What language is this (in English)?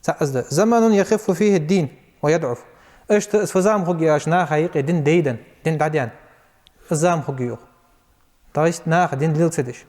Ingush